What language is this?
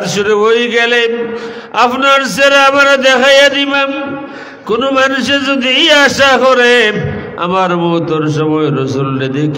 Sylheti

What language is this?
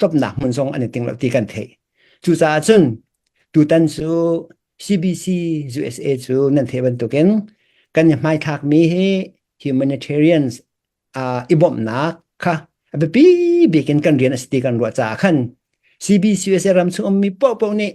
Hakha Chin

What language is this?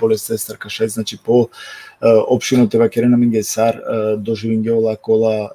Balkan Romani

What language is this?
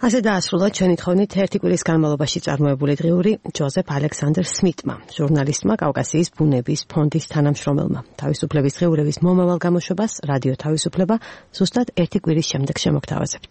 Georgian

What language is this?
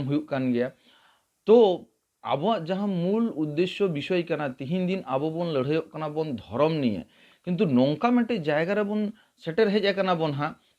Santali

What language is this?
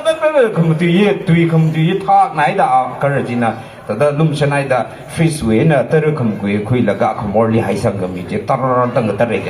Tangkhul Naga (India)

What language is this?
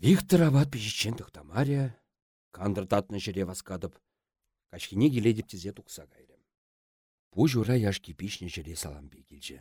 Chuvash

